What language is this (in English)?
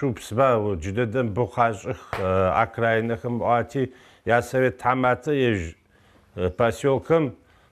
Adyghe